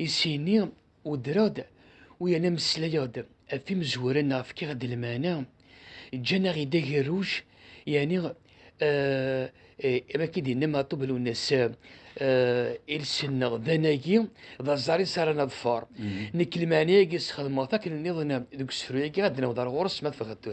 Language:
Kabyle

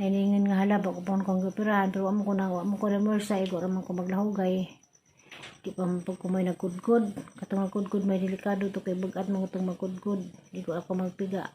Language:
Cebuano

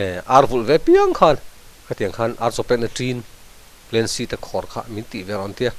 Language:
Mizo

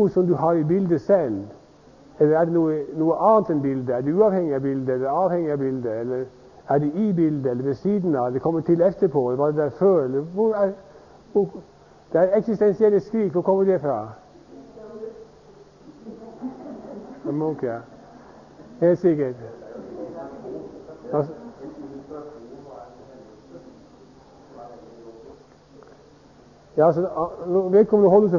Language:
Norwegian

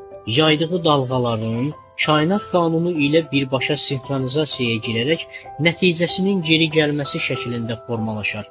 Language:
Azerbaijani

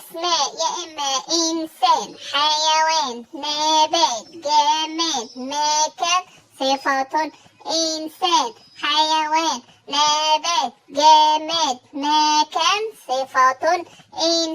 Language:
Egyptian Arabic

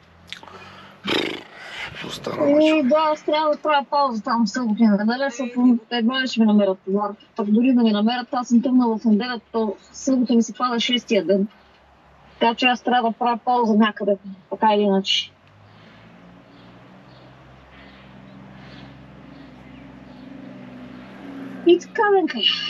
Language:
Bulgarian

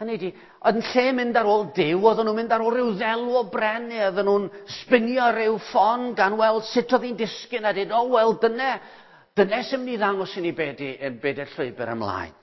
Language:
Welsh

